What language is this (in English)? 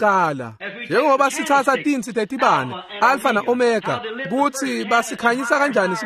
Swati